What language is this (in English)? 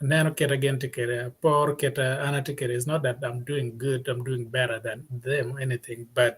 Acoli